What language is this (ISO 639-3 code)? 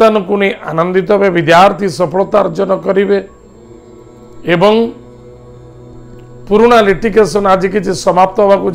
ori